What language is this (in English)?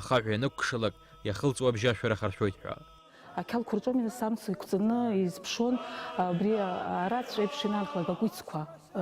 Abkhazian